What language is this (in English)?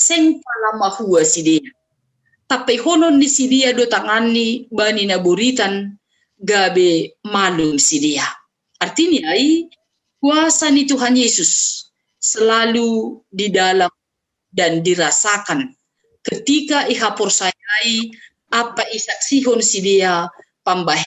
Batak Simalungun